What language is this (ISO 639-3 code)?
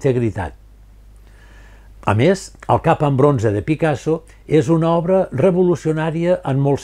cat